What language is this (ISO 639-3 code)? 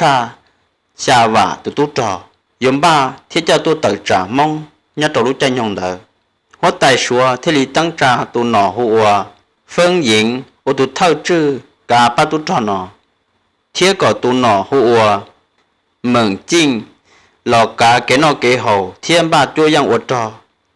hmn